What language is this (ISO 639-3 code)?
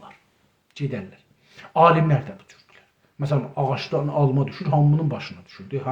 azb